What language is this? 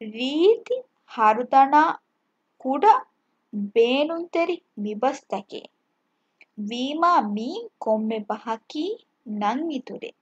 Divehi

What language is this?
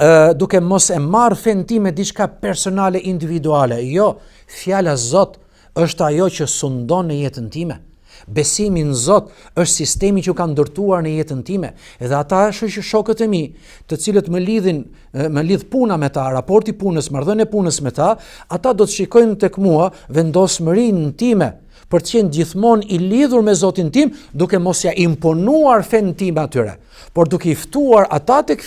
Albanian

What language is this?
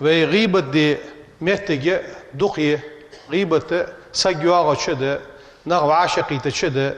Ingush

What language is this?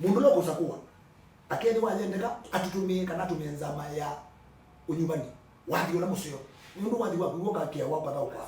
Kamba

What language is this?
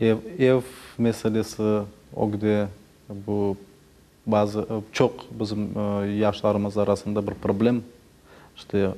Crimean Tatar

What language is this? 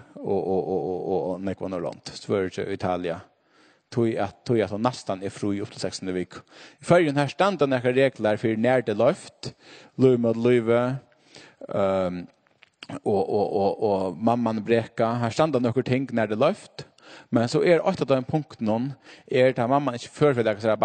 Faroese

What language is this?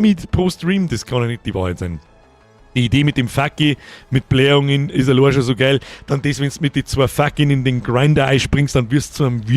Bavarian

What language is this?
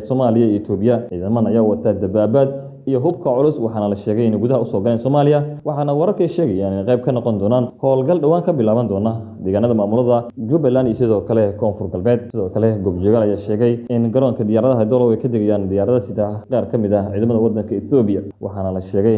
Somali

